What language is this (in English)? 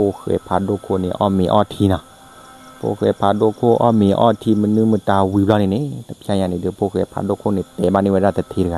S'gaw Karen